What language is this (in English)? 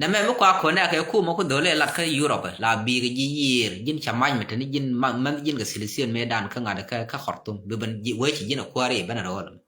Nuer